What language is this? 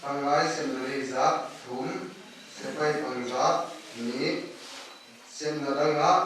Tedim Chin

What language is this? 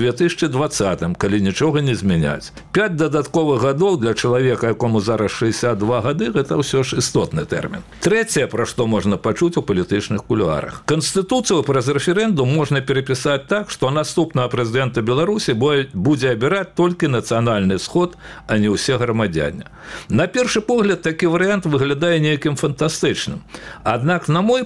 Belarusian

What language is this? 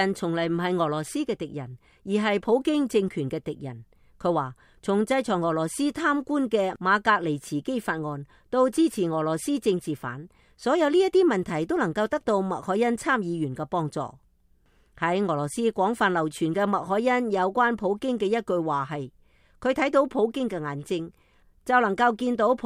Cantonese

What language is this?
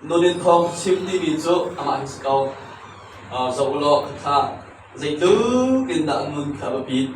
Hakha Chin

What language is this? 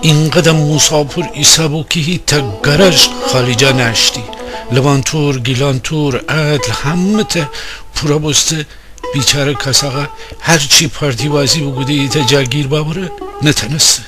Gilaki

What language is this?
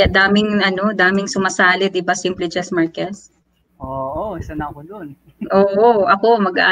Filipino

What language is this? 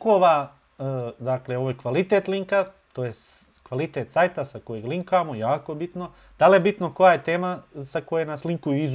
Bosnian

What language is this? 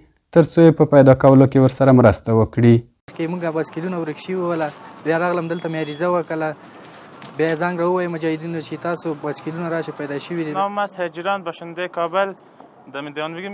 Pashto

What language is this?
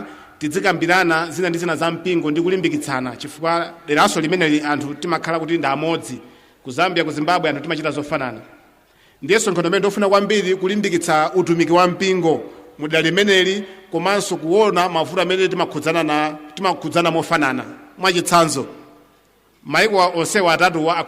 Nyanja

